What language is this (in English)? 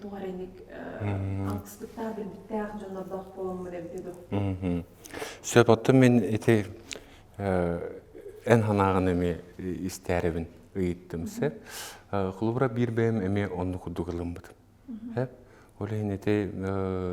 Yakut